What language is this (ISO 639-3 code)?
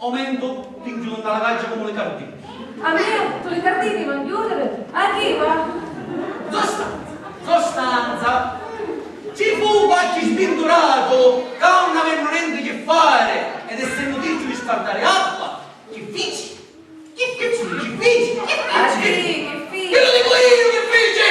scn